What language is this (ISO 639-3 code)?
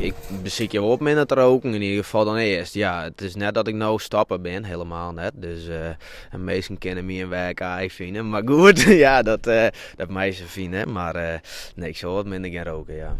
fry